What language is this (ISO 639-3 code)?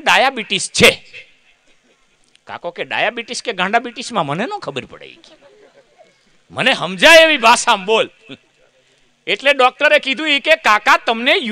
guj